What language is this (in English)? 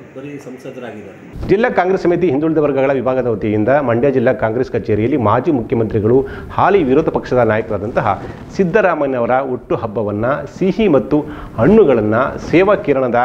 Kannada